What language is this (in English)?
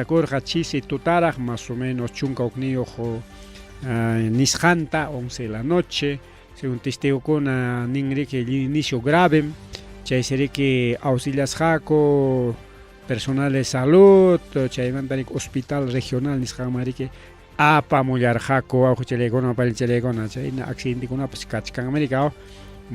Ayacucho Quechua